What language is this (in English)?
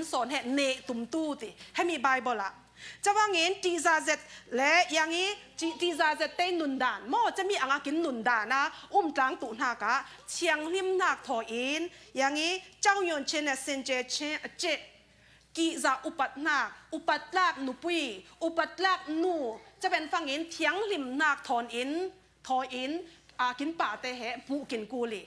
Falam Chin